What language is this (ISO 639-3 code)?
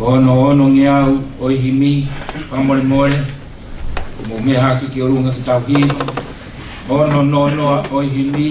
ton